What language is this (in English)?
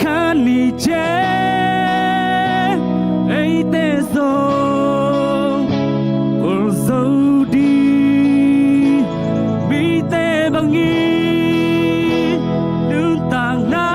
Tedim Chin